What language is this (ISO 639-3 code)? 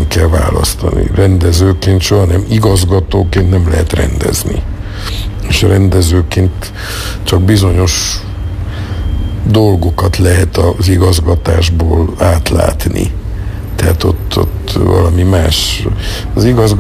hun